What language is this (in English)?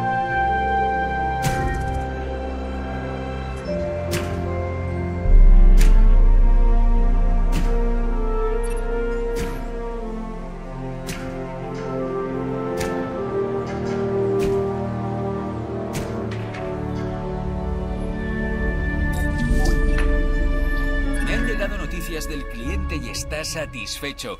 Spanish